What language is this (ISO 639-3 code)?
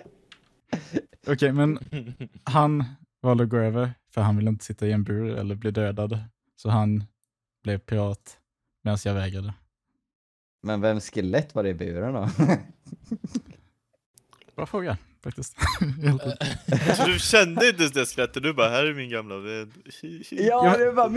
swe